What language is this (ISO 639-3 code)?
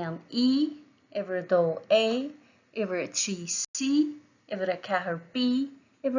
gle